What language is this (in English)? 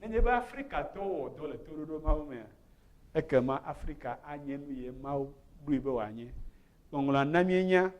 Ewe